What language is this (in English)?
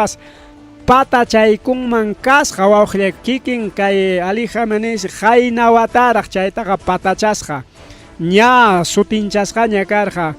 Ayacucho Quechua